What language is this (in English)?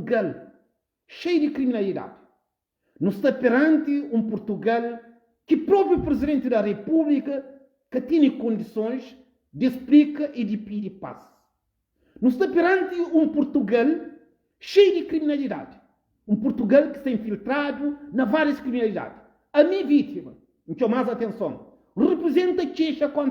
Kabuverdianu